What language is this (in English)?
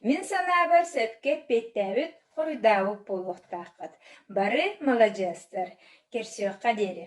Yakut